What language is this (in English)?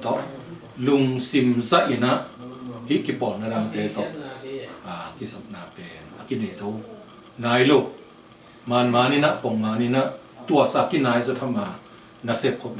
Tedim Chin